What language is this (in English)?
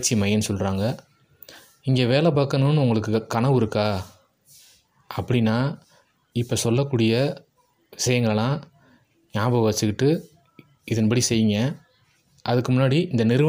Tamil